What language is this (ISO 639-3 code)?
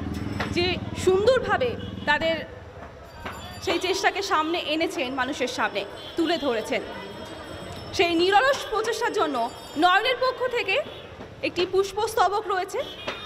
ben